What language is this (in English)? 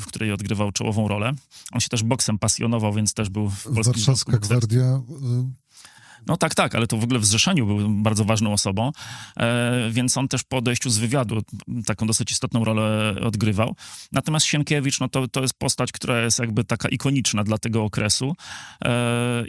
Polish